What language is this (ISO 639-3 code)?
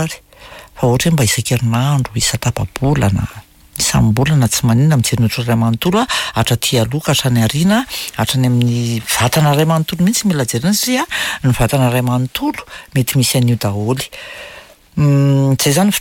mlg